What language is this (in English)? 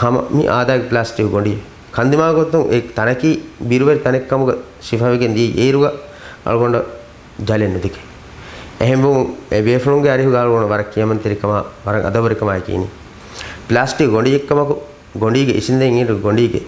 Divehi